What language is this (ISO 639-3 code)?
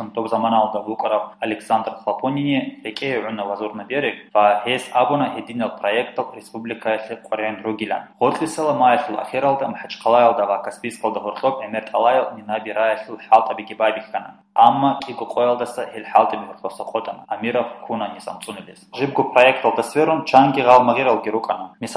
ava